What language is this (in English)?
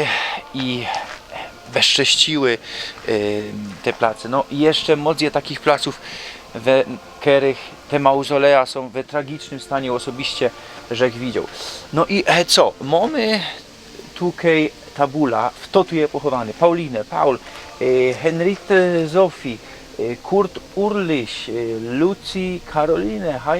Silesian